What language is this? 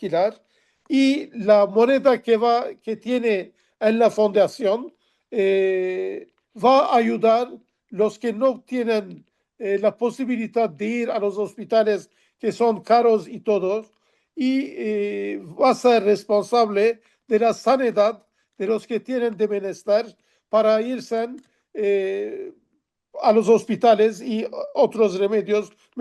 Ladino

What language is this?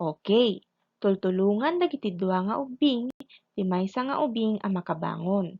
Iloko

